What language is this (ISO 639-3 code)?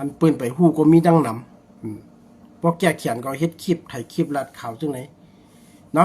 shn